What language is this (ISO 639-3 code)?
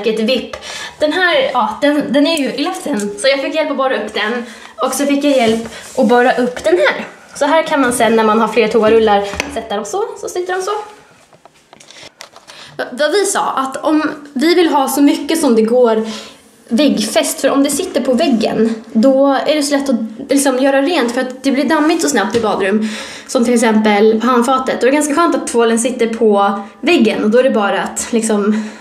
swe